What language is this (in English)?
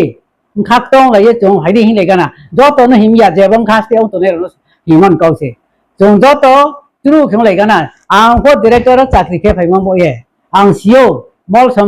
Riang (India)